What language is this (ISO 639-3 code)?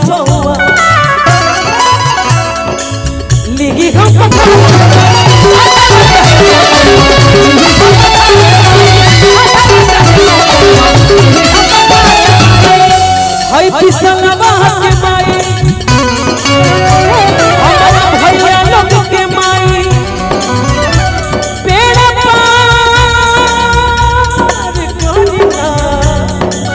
bho